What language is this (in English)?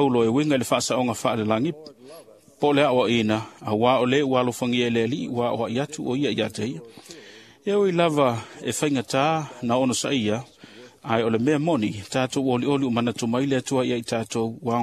Samoan